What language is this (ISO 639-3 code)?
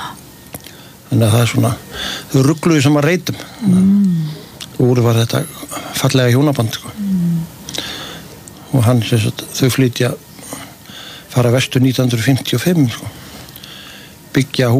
isl